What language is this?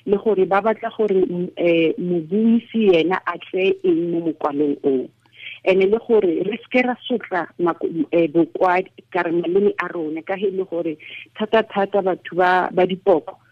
Tswana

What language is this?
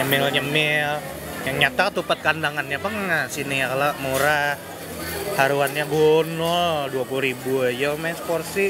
Banjar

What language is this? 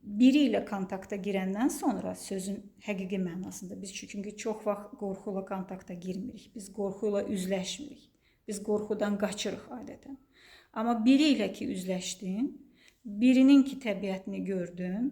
Azerbaijani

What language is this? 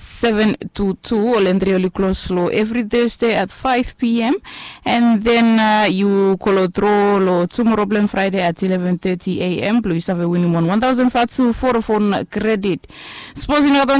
Bislama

